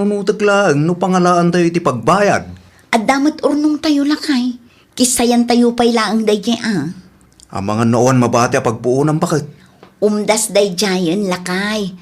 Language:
Iloko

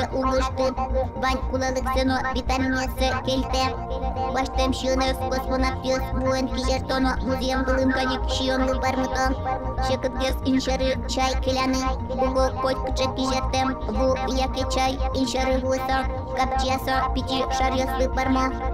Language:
Udmurt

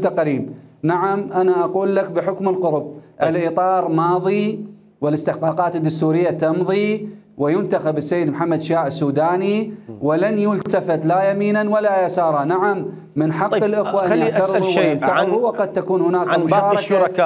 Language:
Mesopotamian Arabic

